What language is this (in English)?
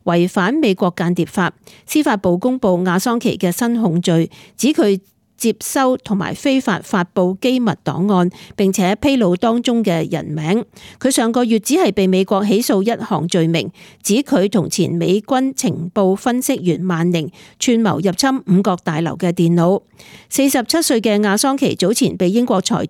Cantonese